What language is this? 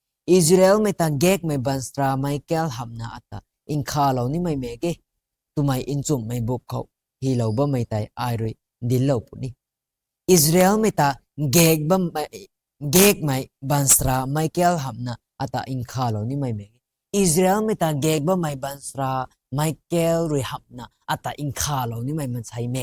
Rongmei Naga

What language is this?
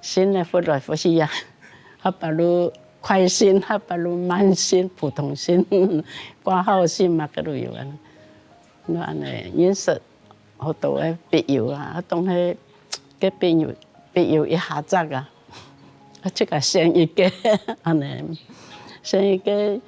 Hakka Chinese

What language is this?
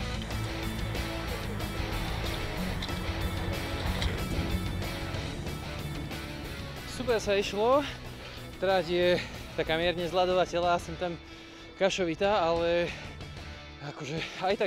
Slovak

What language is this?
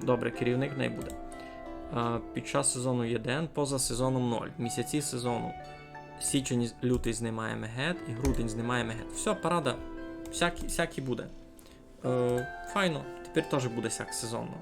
Rusyn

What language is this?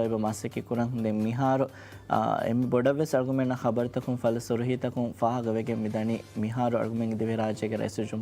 Divehi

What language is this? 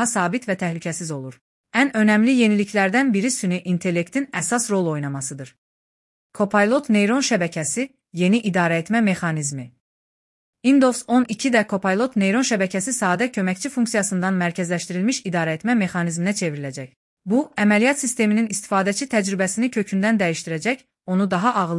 Azerbaijani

